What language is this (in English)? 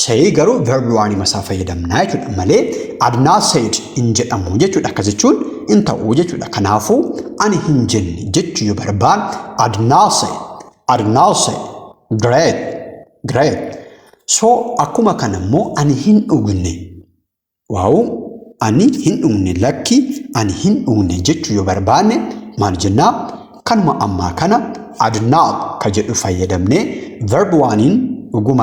Oromo